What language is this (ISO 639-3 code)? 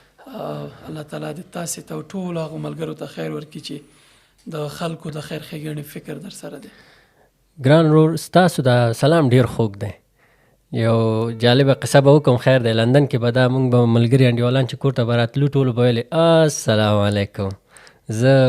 pus